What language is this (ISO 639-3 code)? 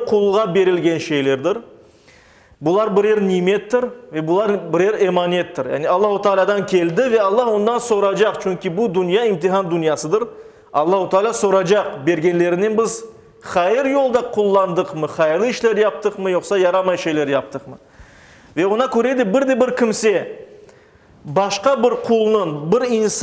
crh